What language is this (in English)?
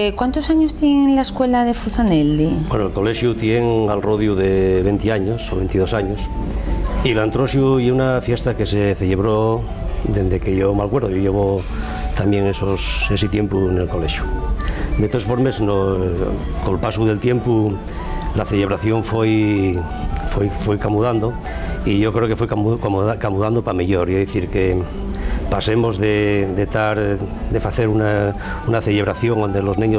Asturian